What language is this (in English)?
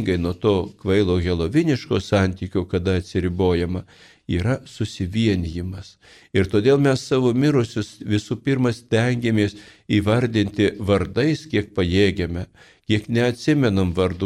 Lithuanian